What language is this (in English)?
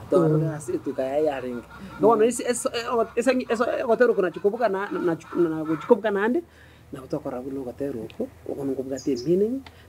Gusii